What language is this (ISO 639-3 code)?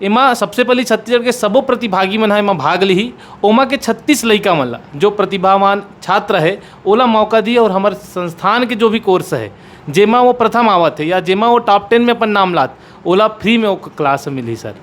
hne